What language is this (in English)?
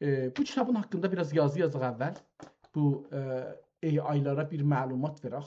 South Azerbaijani